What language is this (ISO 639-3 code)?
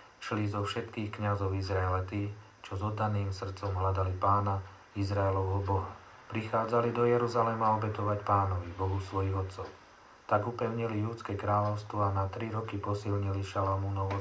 slk